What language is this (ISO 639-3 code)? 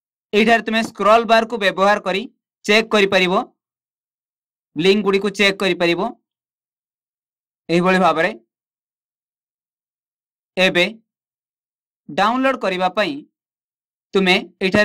ori